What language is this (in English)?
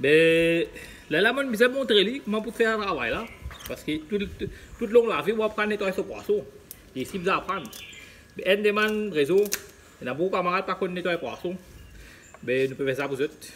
Morisyen